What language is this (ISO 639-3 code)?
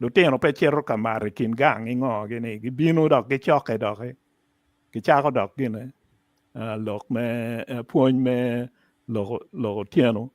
ach